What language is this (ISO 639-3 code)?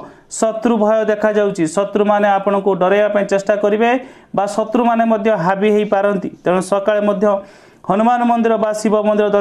ori